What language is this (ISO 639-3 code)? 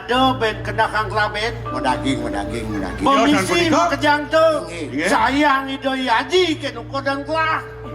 ban